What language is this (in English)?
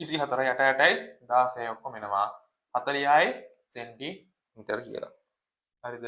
Sinhala